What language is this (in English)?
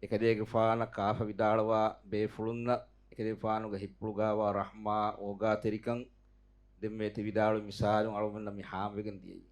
Divehi